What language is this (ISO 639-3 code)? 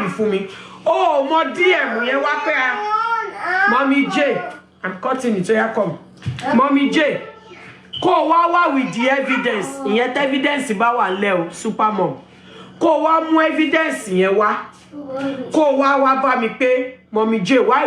yor